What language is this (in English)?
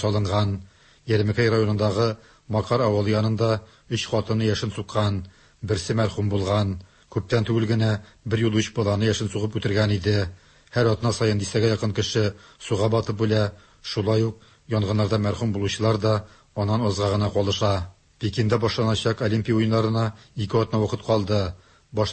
Tatar